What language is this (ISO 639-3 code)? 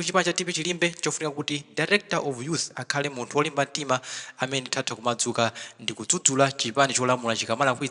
nya